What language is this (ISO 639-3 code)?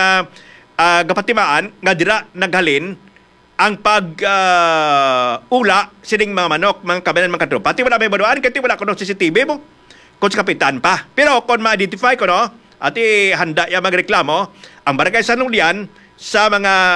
hil